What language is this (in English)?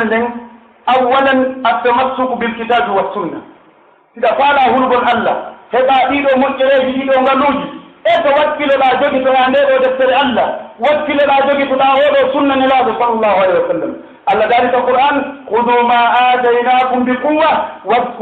Pular